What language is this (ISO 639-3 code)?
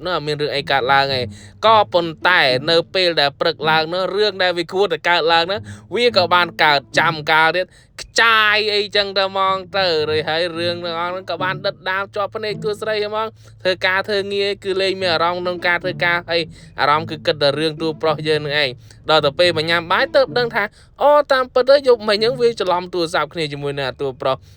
khm